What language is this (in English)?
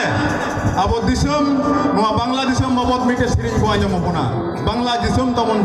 Santali